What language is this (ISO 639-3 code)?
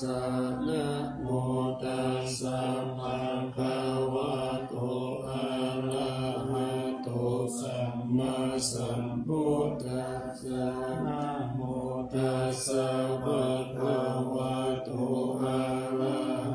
pli